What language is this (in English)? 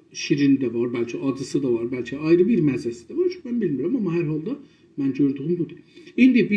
South Azerbaijani